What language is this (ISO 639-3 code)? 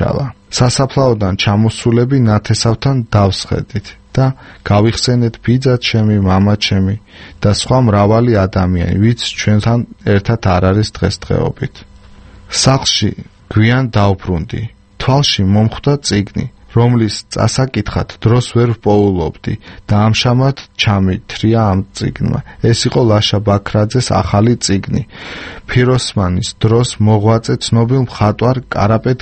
kat